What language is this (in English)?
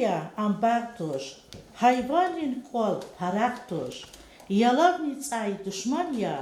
Lezghian